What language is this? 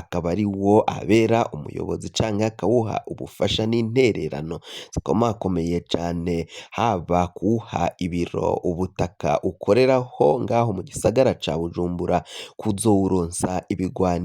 Rundi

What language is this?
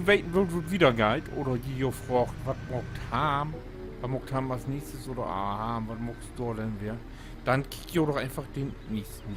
Low German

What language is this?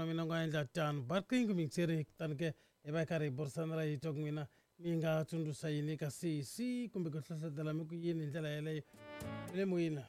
Tsonga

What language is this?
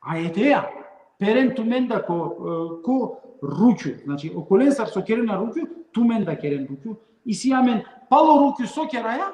Balkan Romani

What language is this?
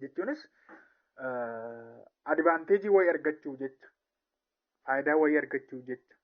Oromo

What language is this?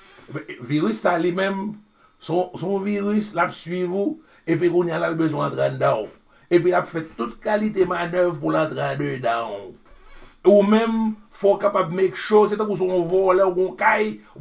Haitian Creole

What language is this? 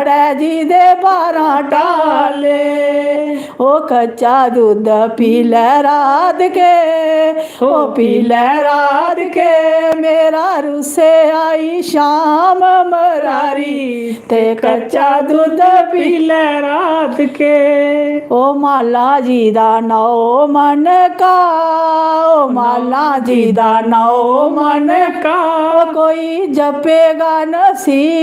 Dogri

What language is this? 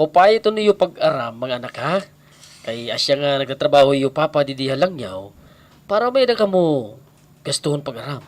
Waray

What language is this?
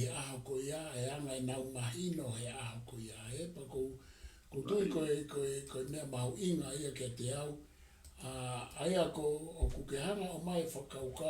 Tongan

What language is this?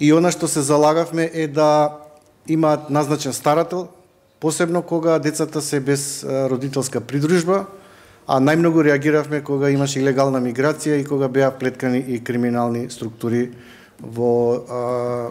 Macedonian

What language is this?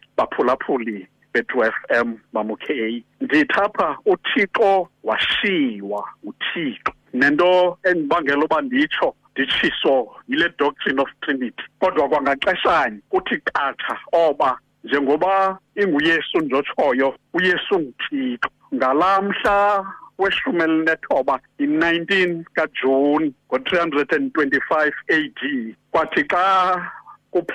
Xhosa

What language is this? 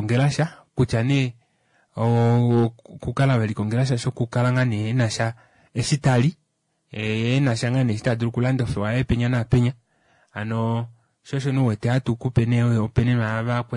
Kuanyama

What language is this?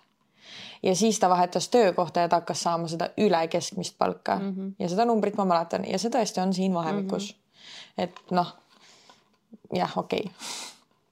Estonian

